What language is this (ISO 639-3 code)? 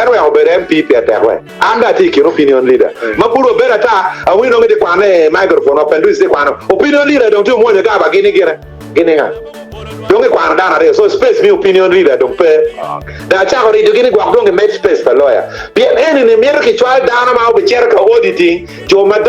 ach